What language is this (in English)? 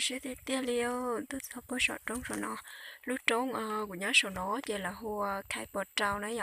Hmong